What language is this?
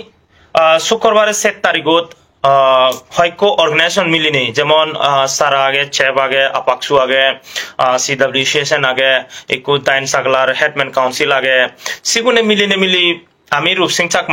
Chakma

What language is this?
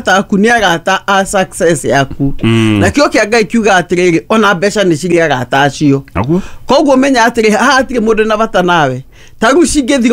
Kikuyu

